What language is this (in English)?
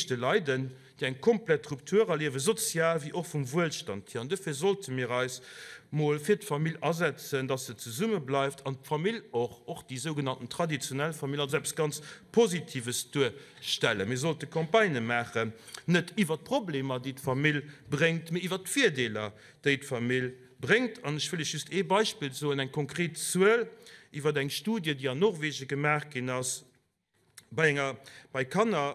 Luxembourgish